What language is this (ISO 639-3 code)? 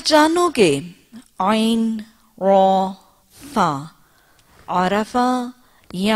urd